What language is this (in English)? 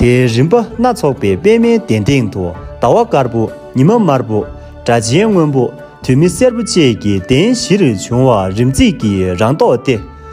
Tibetan